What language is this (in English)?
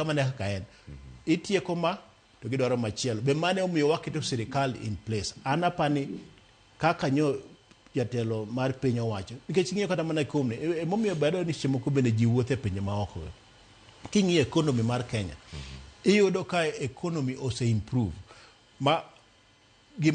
Luo (Kenya and Tanzania)